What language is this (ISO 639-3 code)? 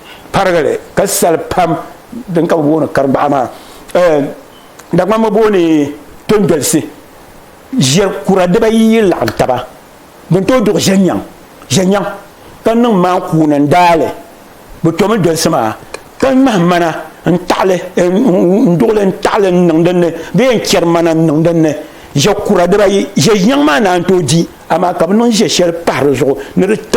dag